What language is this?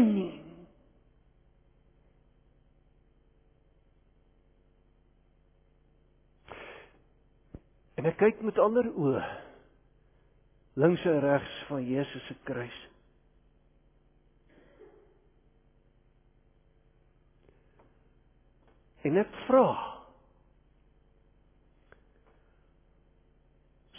Afrikaans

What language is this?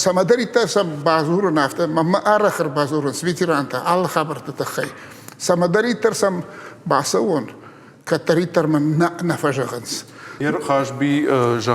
Ossetic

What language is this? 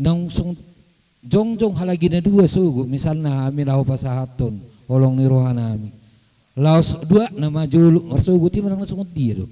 Batak Toba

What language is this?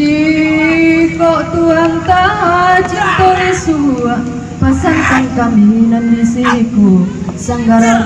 Minangkabau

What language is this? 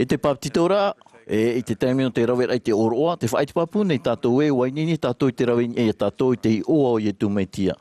Tahitian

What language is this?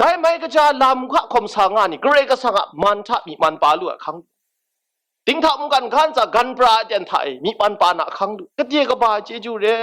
Kachin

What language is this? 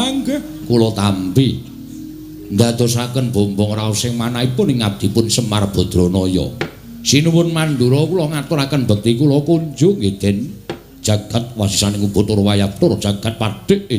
Javanese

